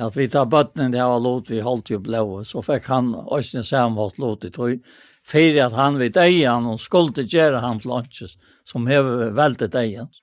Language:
Faroese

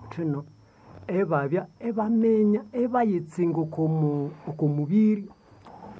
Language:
Nande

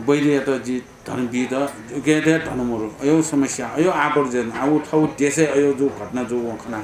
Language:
Newari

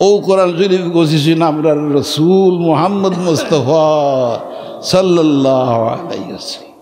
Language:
Sylheti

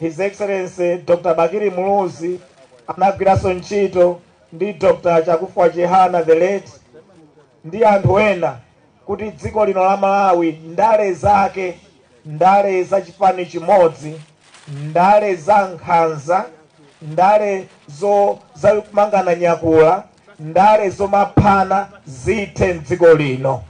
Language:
Nyanja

